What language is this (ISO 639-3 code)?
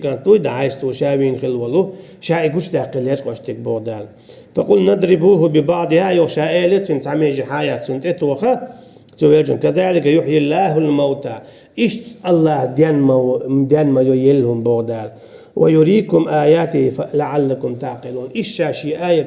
che